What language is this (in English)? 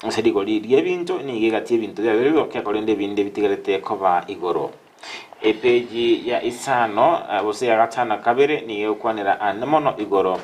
Gusii